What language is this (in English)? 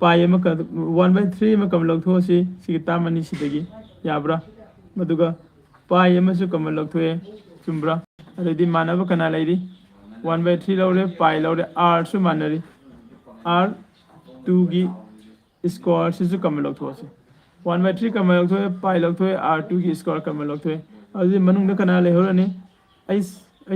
Manipuri